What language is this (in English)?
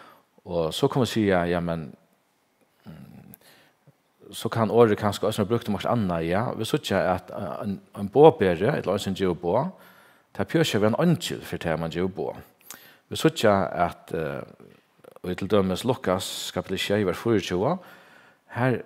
Faroese